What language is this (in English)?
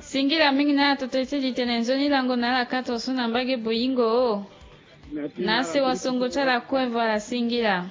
Sango